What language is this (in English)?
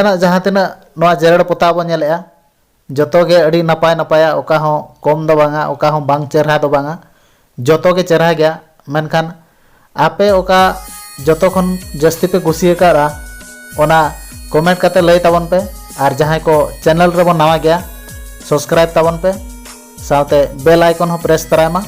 Santali